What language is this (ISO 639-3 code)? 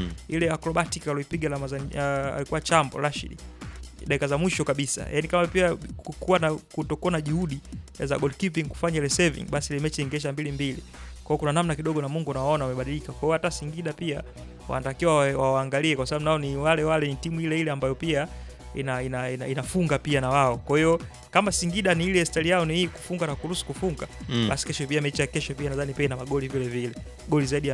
swa